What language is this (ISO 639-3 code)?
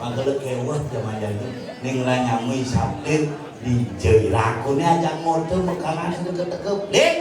ban